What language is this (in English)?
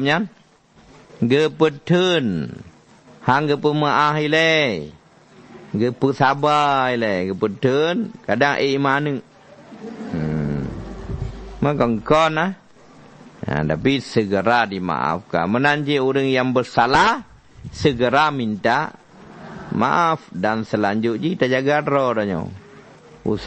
Achinese